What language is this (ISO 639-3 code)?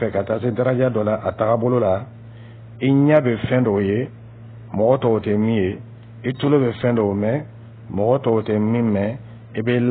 dyu